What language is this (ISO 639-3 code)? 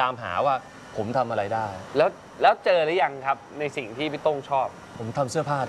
tha